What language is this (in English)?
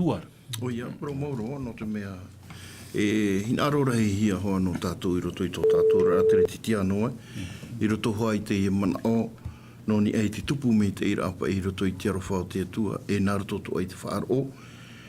Tahitian